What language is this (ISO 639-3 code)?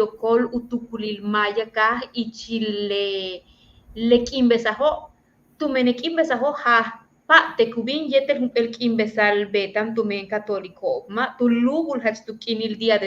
yua